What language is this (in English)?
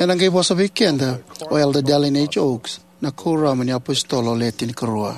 Fijian